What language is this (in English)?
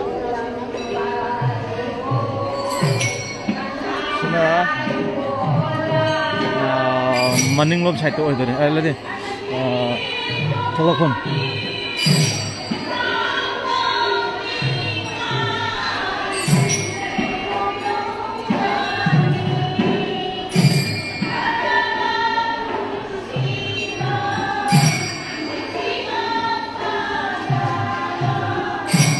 Manipuri